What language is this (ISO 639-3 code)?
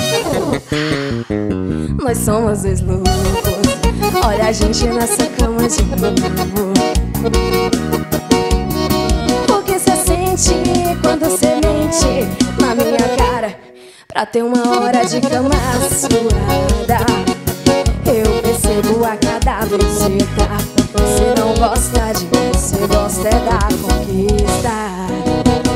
por